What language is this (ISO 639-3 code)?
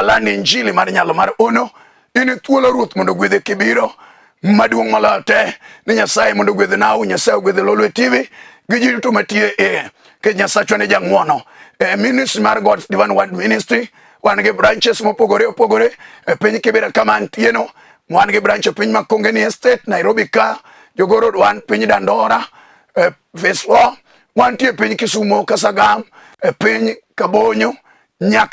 luo